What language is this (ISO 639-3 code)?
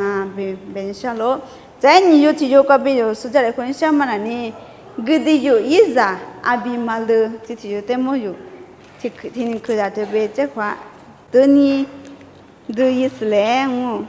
lis